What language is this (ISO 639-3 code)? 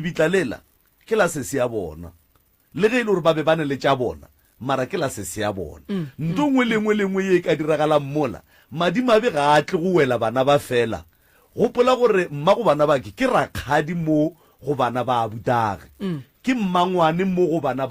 nso